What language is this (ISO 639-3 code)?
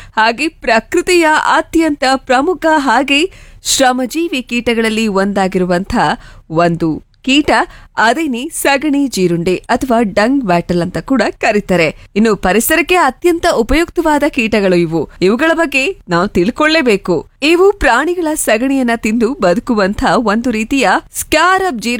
kan